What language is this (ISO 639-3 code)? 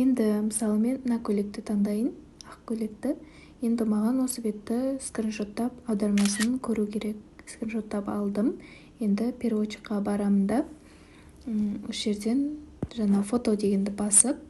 kaz